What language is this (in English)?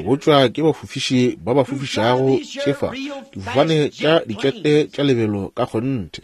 Northern Sotho